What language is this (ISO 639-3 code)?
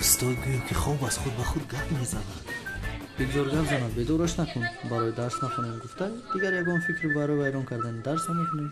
tgk